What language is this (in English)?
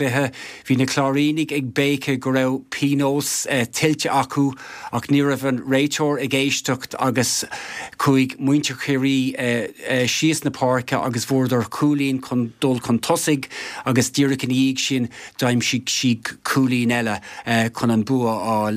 Irish